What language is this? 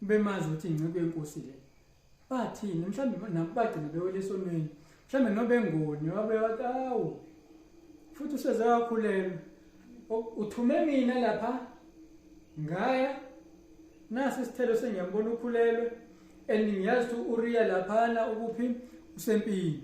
Zulu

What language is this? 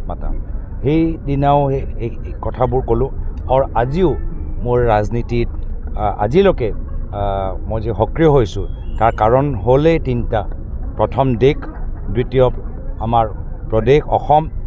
Assamese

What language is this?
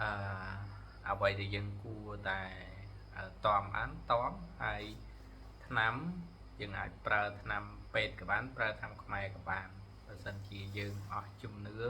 Khmer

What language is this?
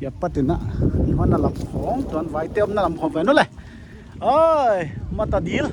Paite Chin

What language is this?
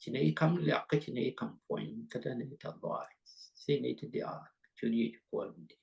Nuer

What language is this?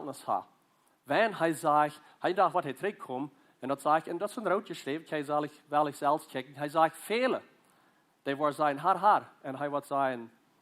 Plautdietsch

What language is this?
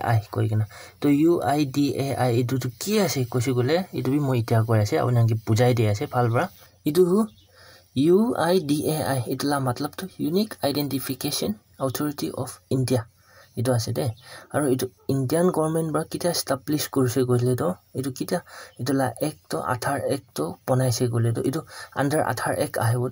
Naga Pidgin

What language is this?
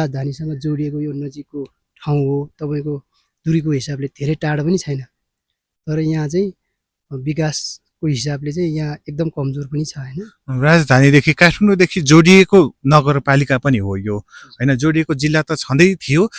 Nepali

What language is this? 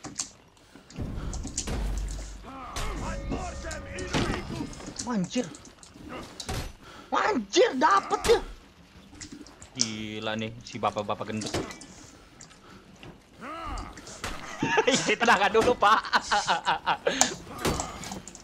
Indonesian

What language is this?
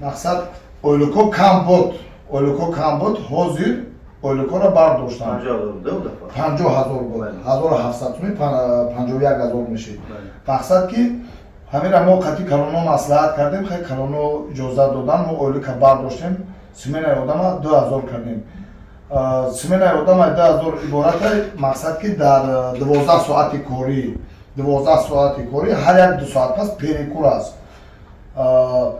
Tajik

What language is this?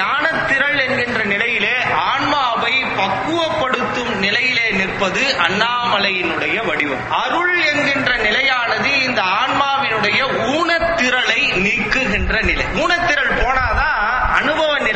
Tamil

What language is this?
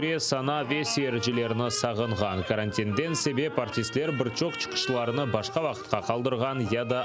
Crimean Tatar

